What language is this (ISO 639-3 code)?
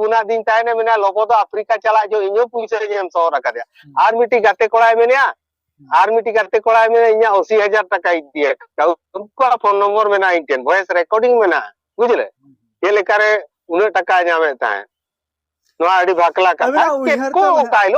sat